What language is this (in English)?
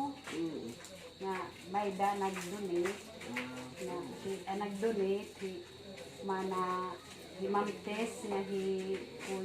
Waray